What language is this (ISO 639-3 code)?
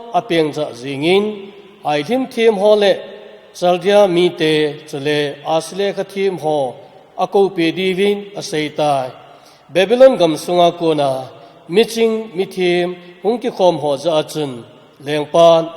tcz